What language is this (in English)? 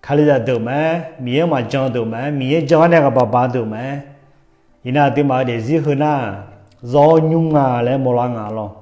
Akha